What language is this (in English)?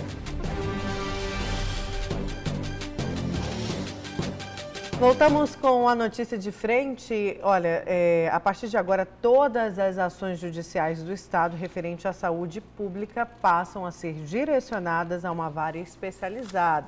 Portuguese